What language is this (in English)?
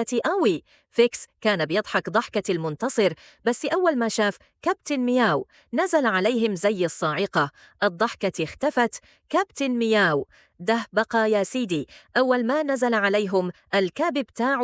Egyptian Arabic